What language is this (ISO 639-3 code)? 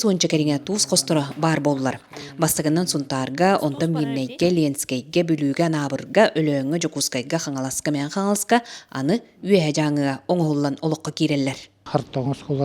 sah